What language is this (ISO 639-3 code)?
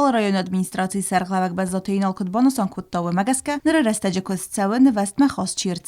oss